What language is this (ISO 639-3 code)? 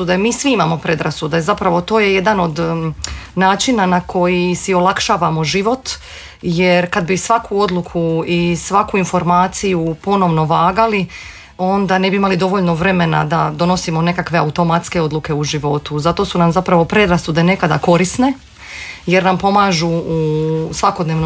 hrv